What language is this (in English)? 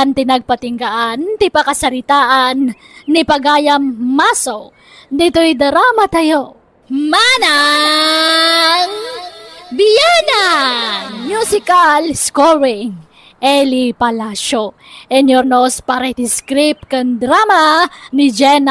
Iloko